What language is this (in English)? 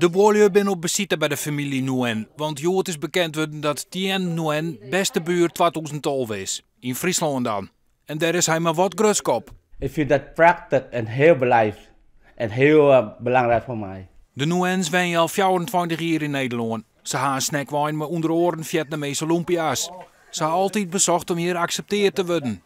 Western Frisian